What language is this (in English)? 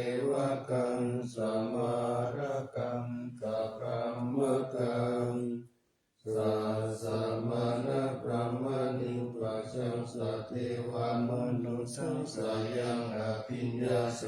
Pali